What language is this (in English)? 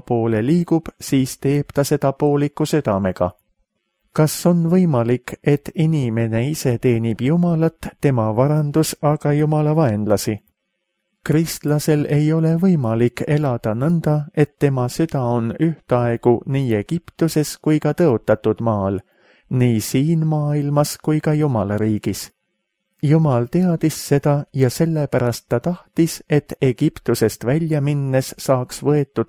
Estonian